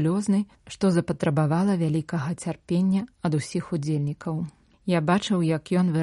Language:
Belarusian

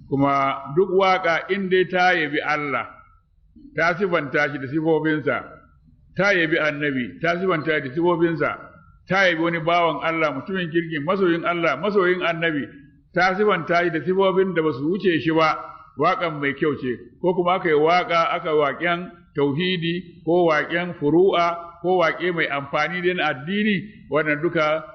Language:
Hausa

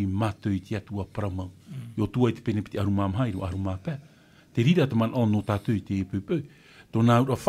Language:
Tahitian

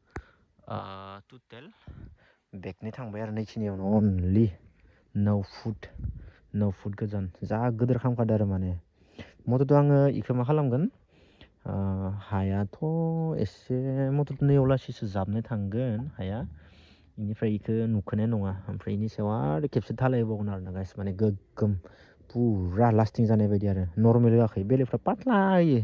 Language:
Bodo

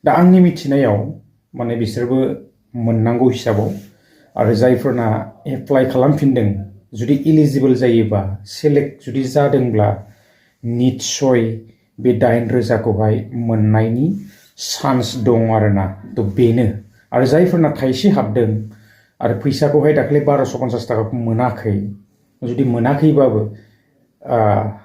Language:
Bodo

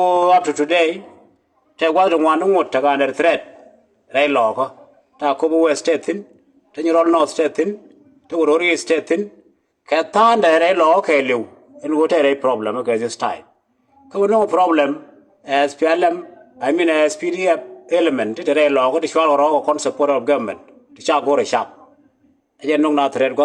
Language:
Nuer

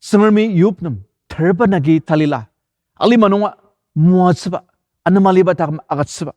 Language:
Ao Naga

